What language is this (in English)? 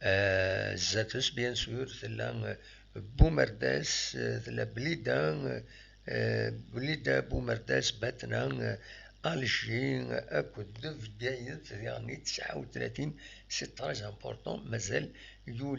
Kabyle